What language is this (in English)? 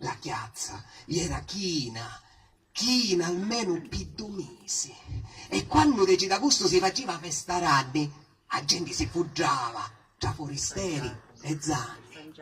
Sicilian